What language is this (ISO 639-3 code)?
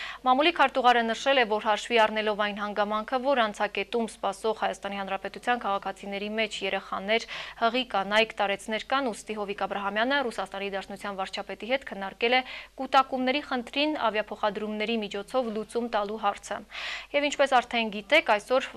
hye